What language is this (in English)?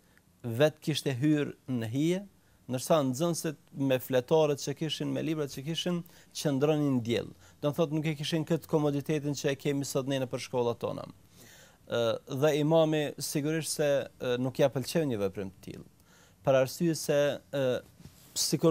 Albanian